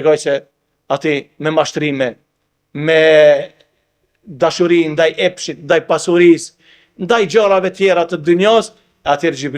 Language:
Albanian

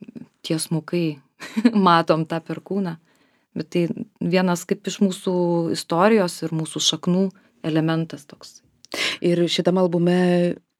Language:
Lithuanian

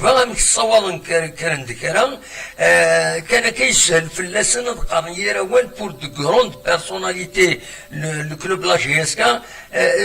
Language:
Kabyle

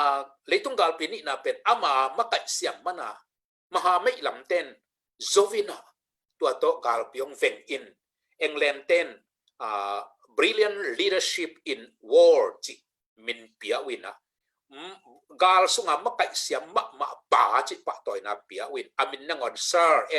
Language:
Tedim Chin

